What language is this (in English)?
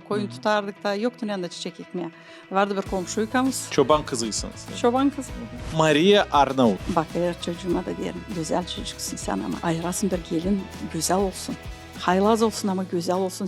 Gagauz